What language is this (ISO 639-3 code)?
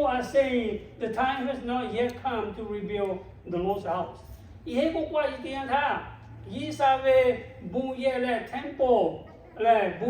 lhu